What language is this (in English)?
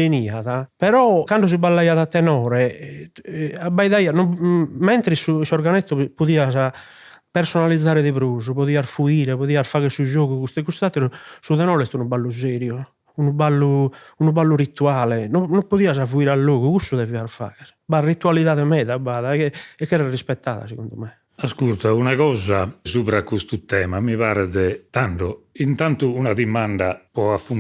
Sardinian